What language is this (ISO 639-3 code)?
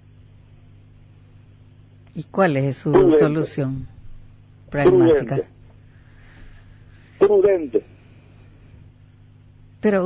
spa